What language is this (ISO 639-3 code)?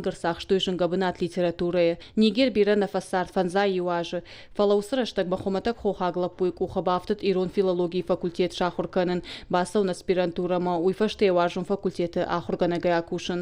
oss